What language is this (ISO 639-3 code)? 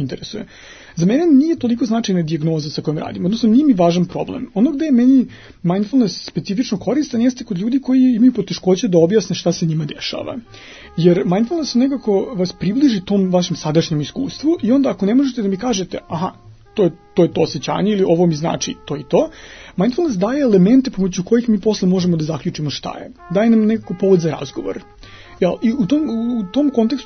srp